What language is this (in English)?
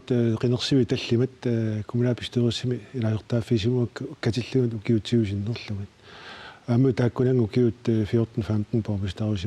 Kalaallisut